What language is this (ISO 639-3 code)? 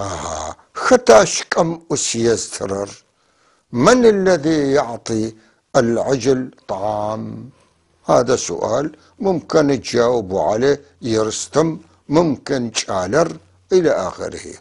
apc